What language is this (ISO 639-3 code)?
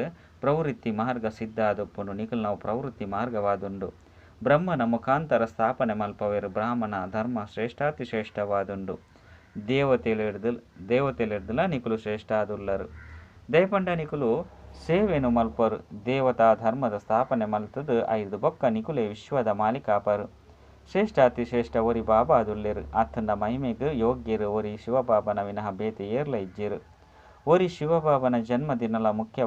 tcy